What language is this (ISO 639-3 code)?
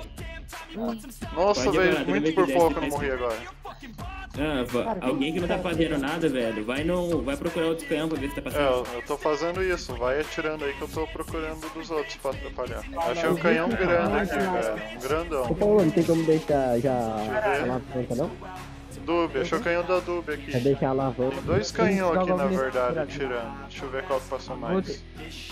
por